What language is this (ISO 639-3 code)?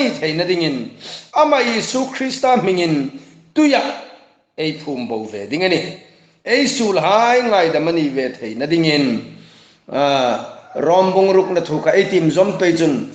hmr